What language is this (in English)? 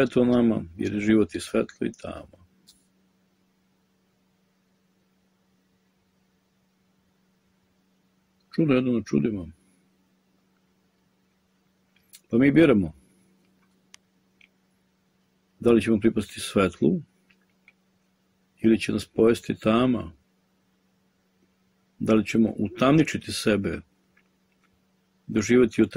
Serbian